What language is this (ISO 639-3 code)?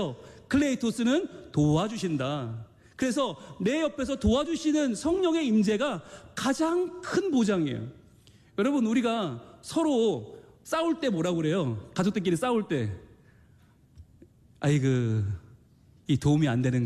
kor